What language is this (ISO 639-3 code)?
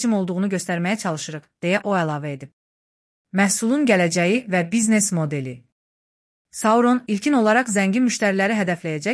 aze